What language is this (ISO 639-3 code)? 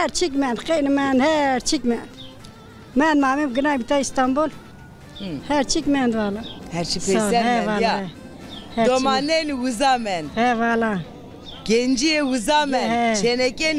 zza